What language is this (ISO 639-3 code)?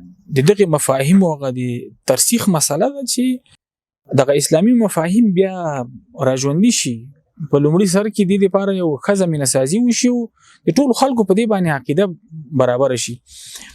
pus